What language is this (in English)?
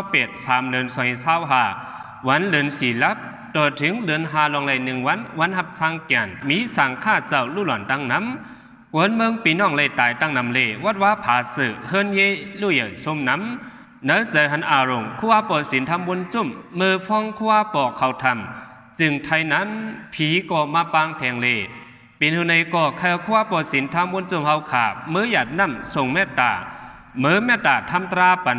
Shan